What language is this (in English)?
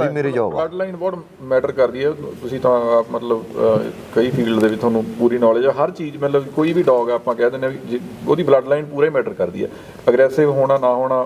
Punjabi